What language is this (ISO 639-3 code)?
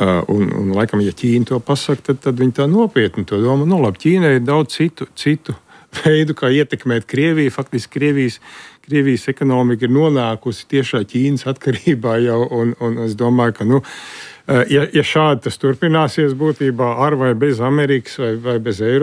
lav